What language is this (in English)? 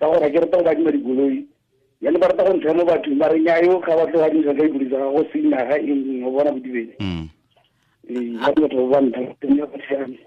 Tswana